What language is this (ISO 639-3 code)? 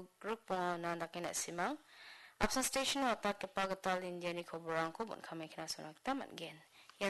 grt